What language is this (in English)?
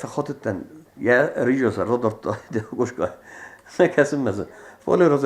Ossetic